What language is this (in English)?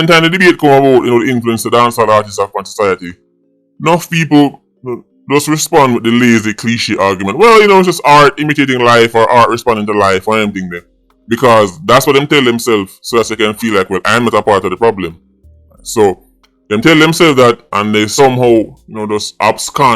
Jamaican Creole English